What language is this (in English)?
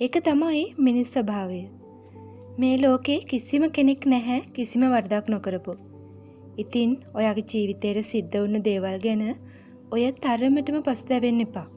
Sinhala